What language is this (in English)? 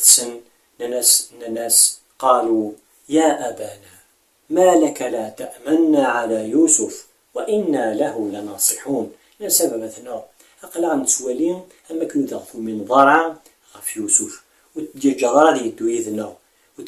Kabyle